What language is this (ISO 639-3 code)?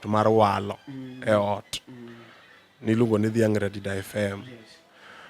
luo